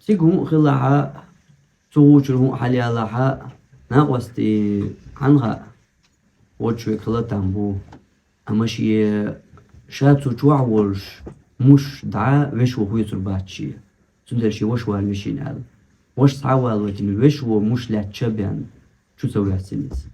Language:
Chechen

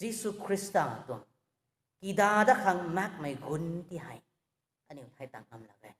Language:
Rongmei Naga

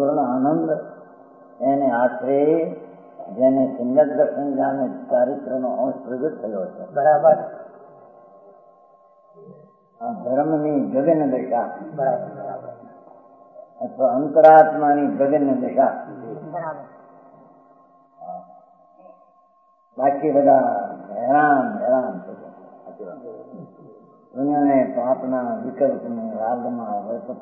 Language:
Gujarati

